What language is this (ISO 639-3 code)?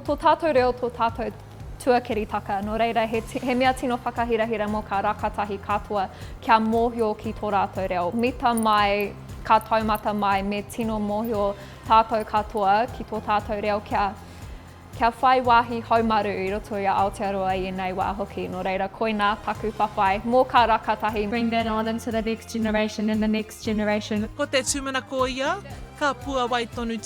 mri